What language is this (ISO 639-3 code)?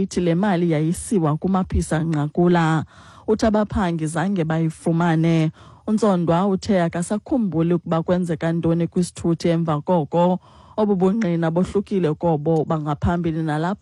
xho